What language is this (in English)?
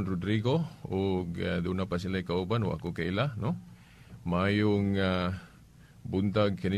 Cebuano